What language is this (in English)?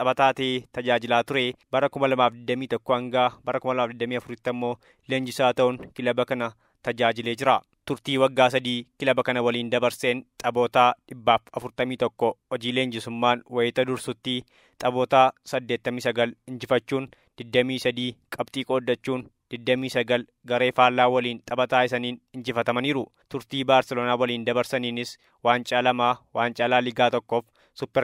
Oromo